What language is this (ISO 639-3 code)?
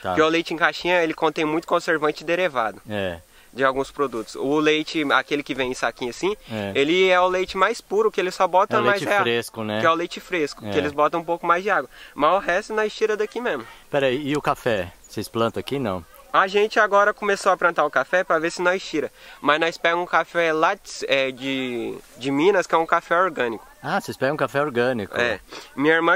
por